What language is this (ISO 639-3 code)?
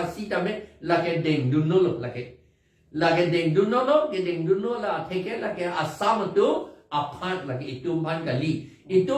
mjw